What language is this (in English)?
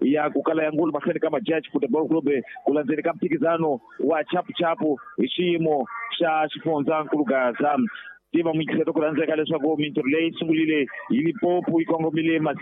Tsonga